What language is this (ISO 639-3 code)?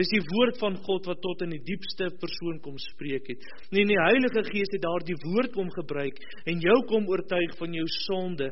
afr